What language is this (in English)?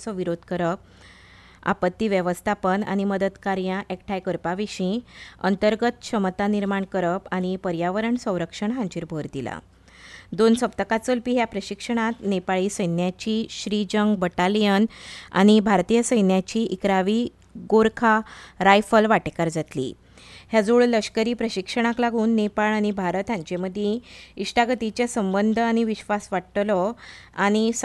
Konkani